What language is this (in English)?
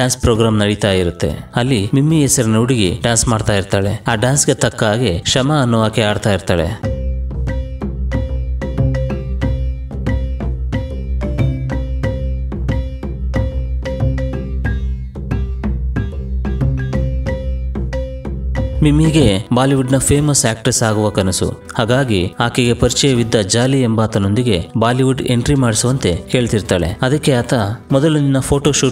Kannada